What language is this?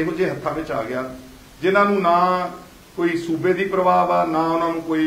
Punjabi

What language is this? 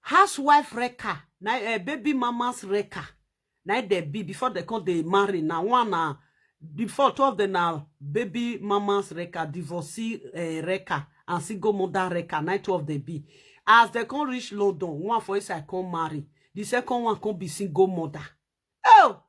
Nigerian Pidgin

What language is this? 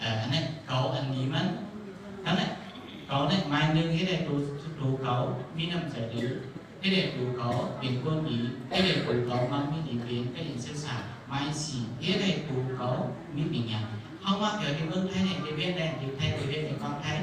Shan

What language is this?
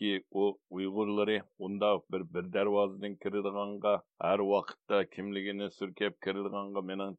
Uyghur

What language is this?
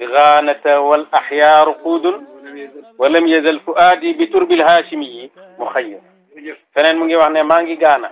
Wolof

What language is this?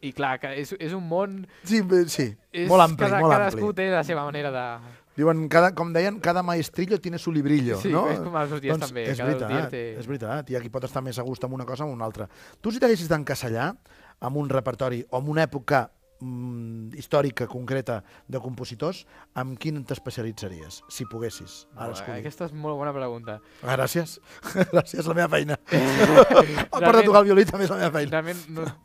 Catalan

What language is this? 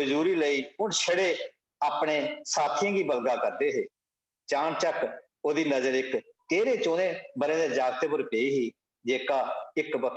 Dogri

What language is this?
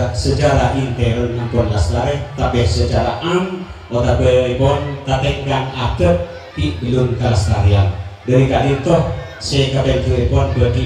Madurese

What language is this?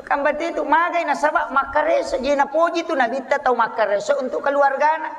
Buginese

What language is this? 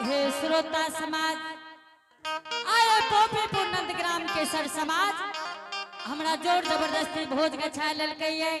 Angika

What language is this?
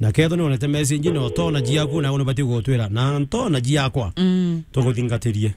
Meru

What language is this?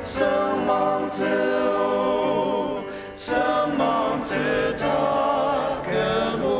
Ao Naga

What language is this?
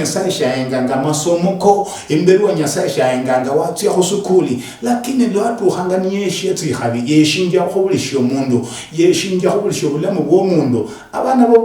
Luyia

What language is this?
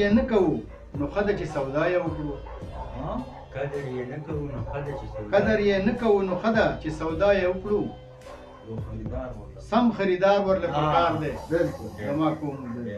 Pashto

